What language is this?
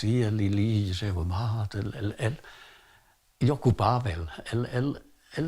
Romansh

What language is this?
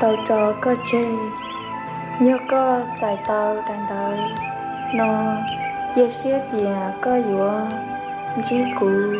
Hmong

